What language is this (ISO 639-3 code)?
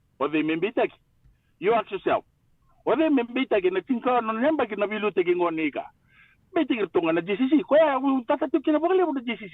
fij